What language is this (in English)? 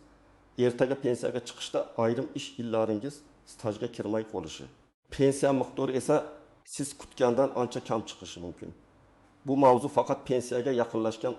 Uzbek